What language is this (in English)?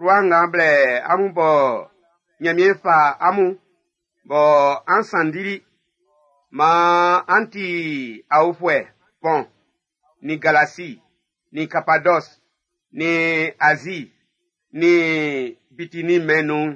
Baoulé